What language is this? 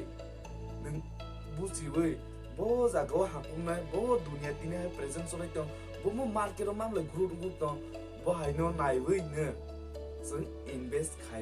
Kok Borok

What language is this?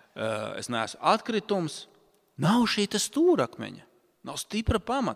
Latvian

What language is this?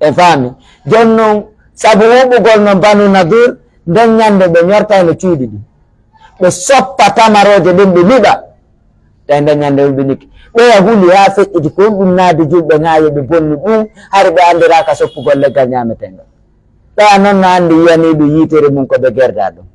Pular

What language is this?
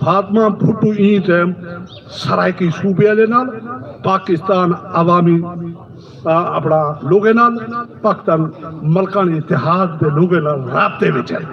Saraiki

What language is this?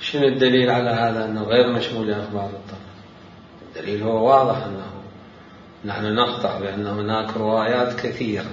Mesopotamian Arabic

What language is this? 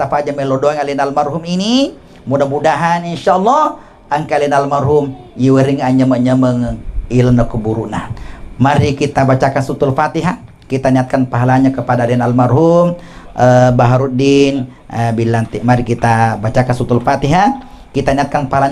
Buginese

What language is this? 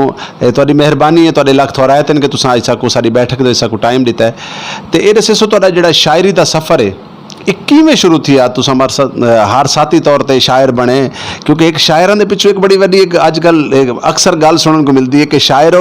Saraiki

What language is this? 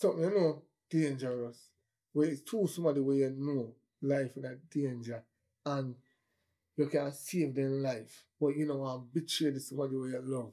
Jamaican Creole English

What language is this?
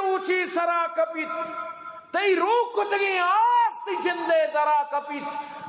Eastern Balochi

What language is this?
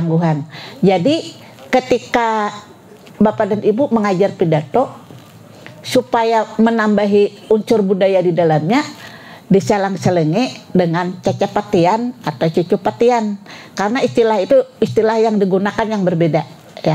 Banjar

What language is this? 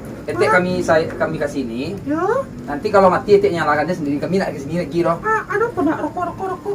Minangkabau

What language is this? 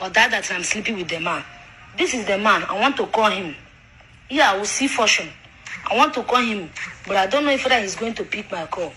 Nigerian Pidgin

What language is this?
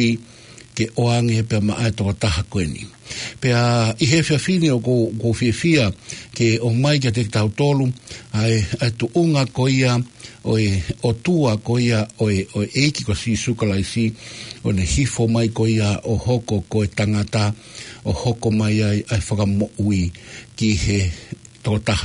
Tongan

